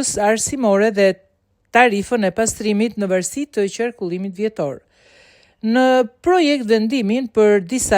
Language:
Albanian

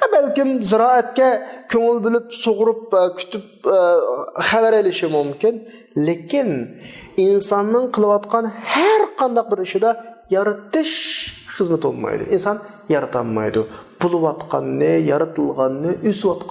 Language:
Uyghur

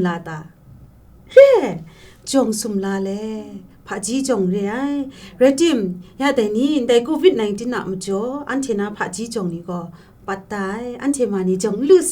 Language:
Kachin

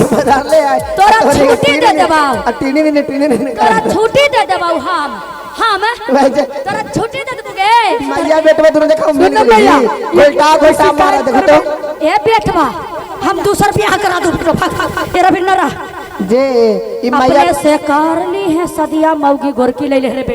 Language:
Magahi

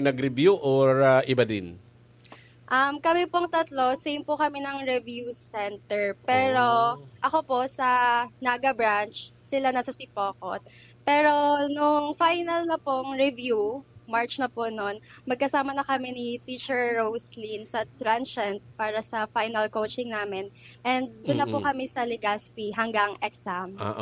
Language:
Bikol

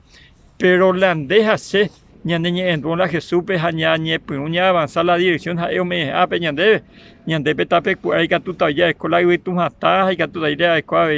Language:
Guarani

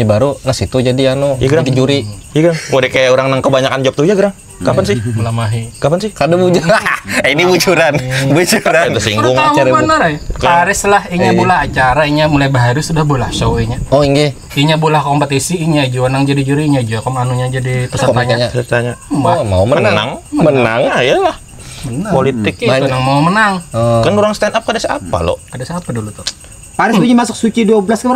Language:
Banjar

